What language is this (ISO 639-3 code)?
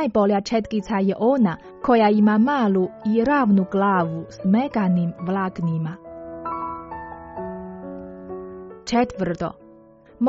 hrv